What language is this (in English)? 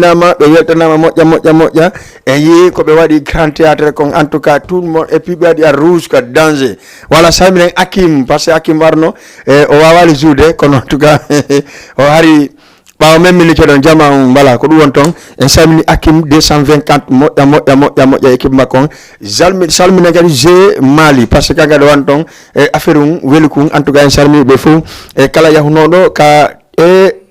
Fula